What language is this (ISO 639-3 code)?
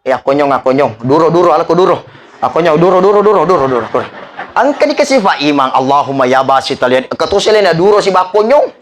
bug